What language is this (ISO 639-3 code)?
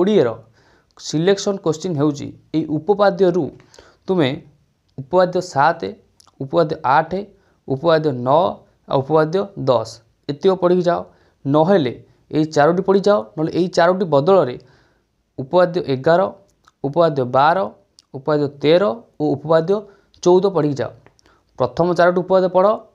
ori